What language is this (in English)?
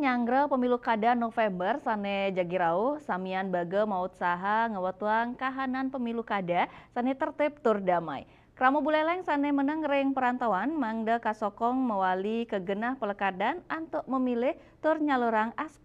Balinese